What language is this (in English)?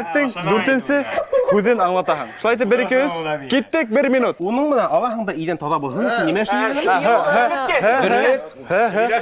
Bashkir